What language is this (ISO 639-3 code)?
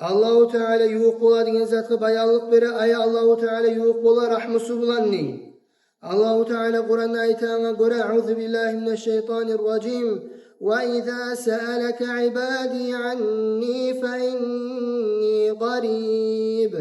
kum